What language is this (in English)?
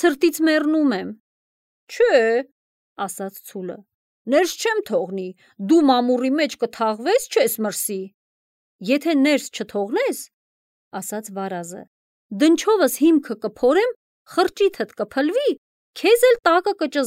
Armenian